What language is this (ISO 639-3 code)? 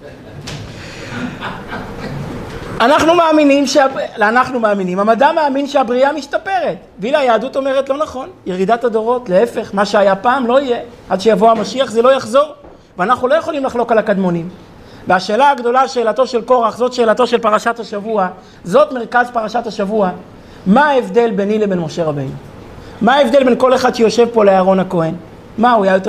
heb